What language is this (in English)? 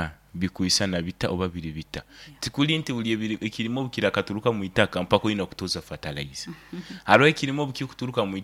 Nyankole